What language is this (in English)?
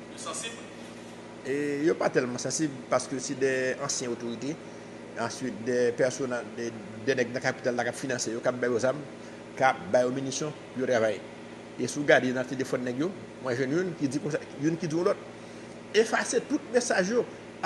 Haitian Creole